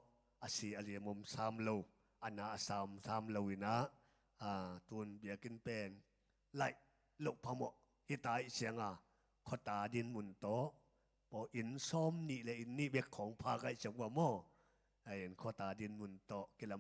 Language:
Tedim Chin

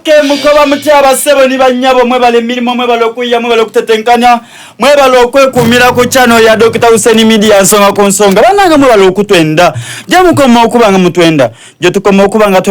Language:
Soga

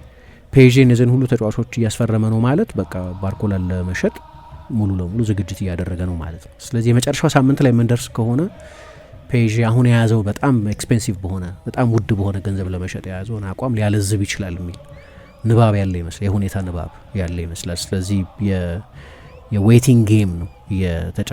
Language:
Amharic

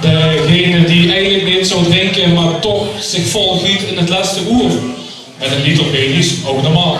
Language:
Limburgish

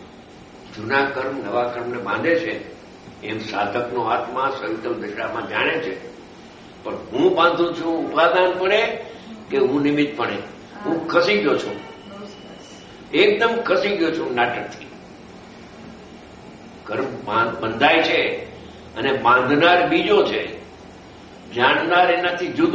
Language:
Gujarati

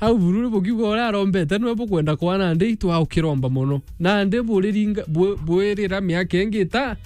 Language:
Meru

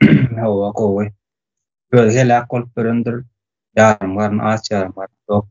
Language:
Turkmen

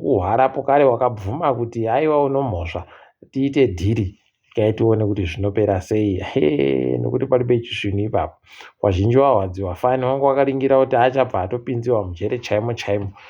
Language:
Ndau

